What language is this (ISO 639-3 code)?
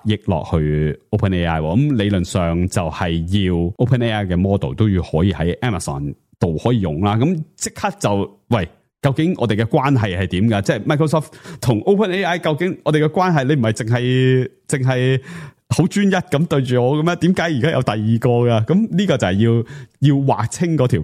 yue